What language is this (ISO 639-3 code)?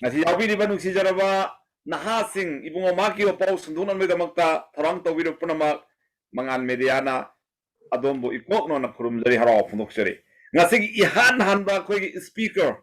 mni